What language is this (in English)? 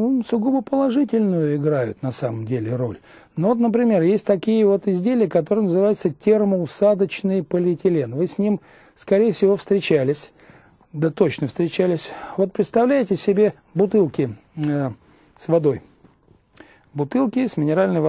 Russian